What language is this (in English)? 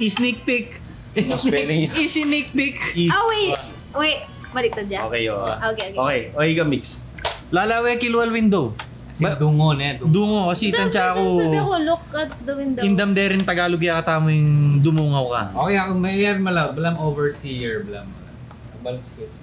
Pampanga